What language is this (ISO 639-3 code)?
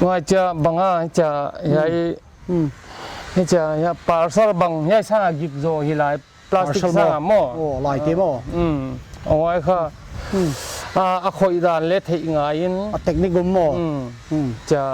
pck